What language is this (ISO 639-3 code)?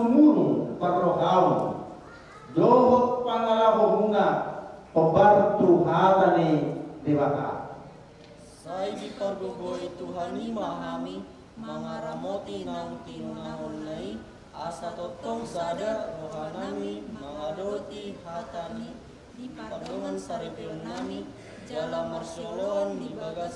bbc